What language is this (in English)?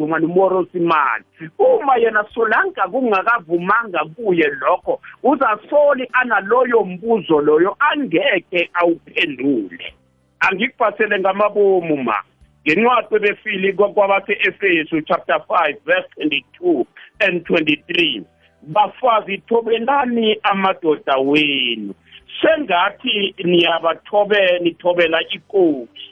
South Ndebele